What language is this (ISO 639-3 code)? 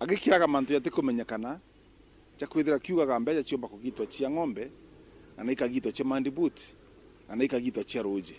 mer